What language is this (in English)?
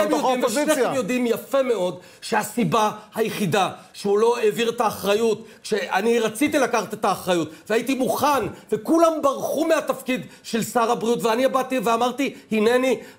Hebrew